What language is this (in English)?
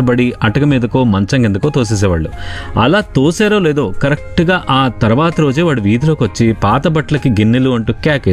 Telugu